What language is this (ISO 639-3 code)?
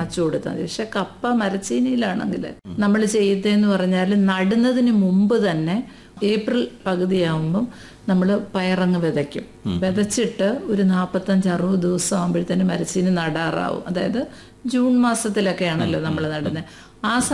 mal